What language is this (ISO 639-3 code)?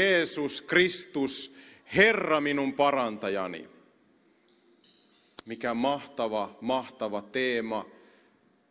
fin